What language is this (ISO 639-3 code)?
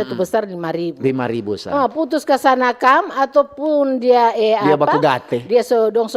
xmm